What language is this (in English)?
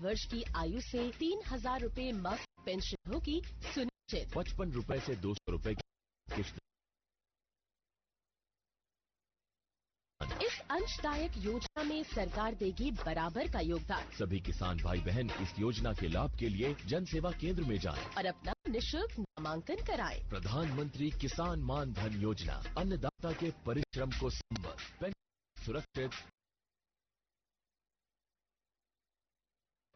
Hindi